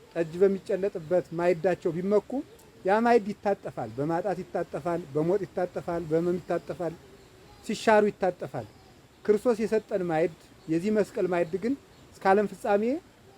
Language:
Amharic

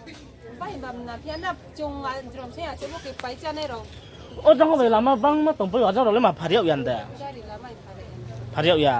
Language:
Riang (India)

